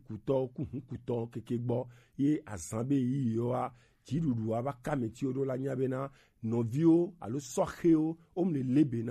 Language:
Gen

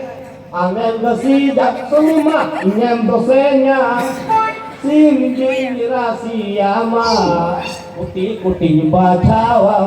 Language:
Santali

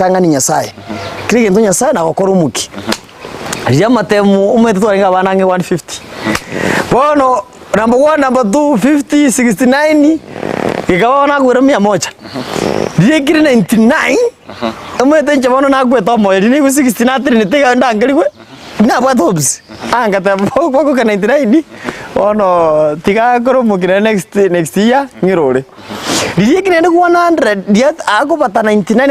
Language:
Gusii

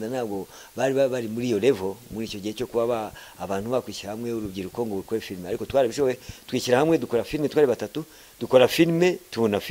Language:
Kinyarwanda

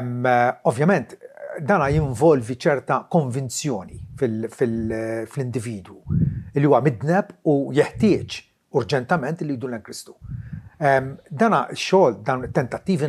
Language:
Maltese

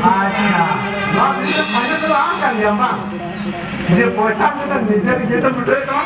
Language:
Santali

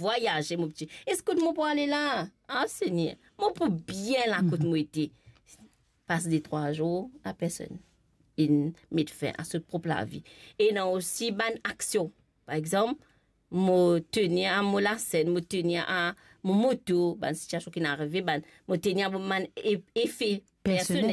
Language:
Morisyen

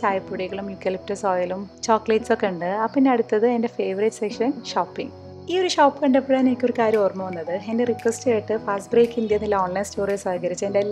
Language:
Malayalam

